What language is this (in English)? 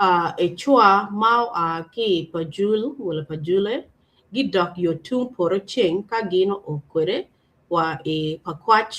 Acoli